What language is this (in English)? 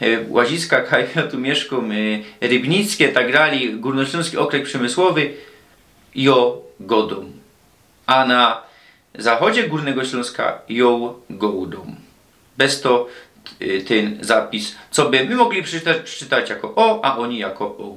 Silesian